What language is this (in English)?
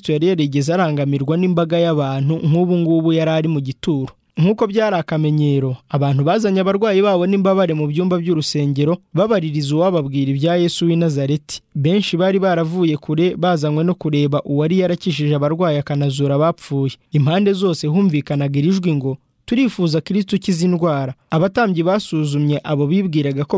Kinyarwanda